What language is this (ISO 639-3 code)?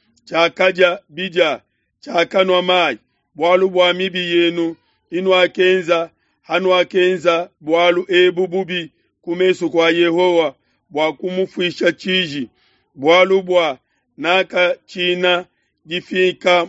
lua